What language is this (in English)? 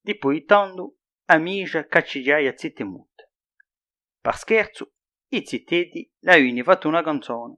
Corsican